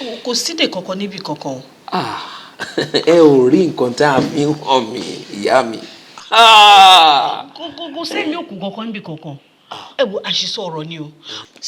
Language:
Yoruba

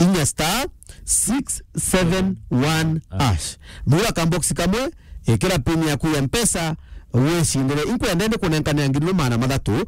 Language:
Meru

